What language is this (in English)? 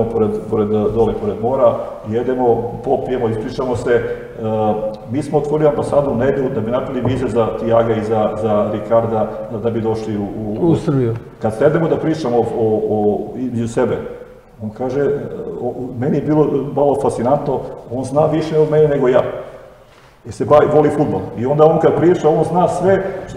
Serbian